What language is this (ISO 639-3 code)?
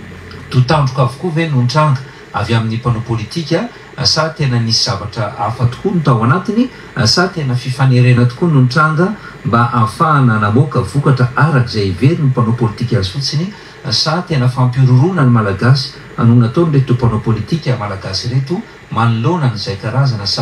mlg